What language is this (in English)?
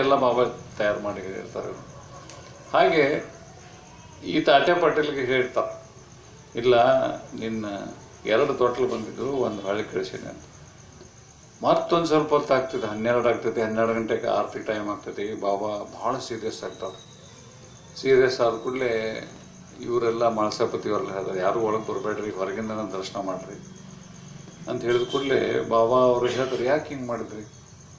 Kannada